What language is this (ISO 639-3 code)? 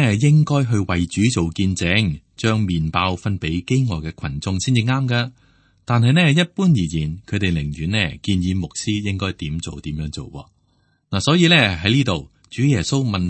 yue